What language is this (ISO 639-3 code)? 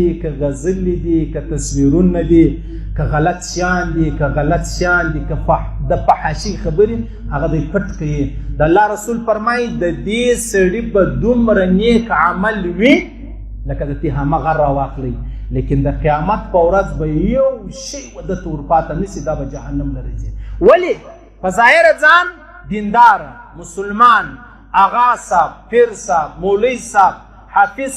pus